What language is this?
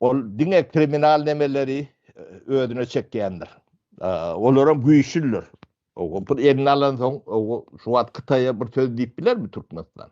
Turkmen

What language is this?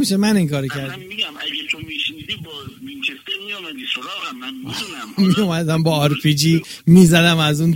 Persian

